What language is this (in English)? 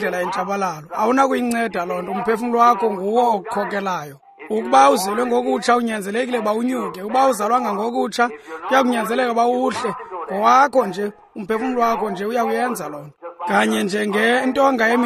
Xhosa